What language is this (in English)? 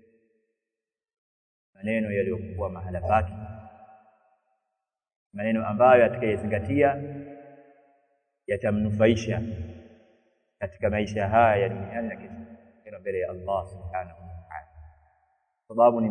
Swahili